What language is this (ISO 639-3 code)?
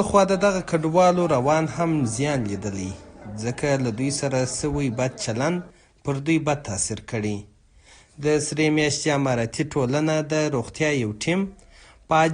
pus